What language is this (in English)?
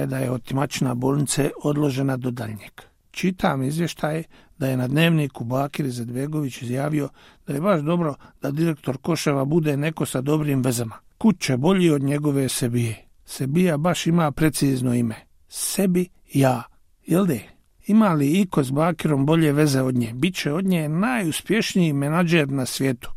Bosnian